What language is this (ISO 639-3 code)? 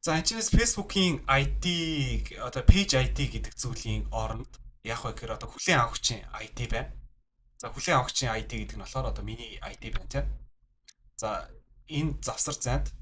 mon